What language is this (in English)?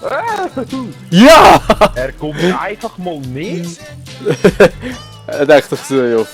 Swiss German